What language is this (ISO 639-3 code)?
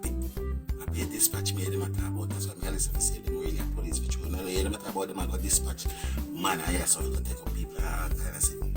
jam